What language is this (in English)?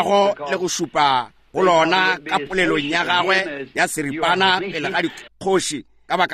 Northern Sotho